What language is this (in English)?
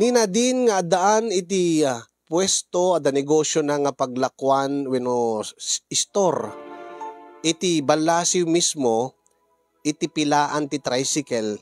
Iloko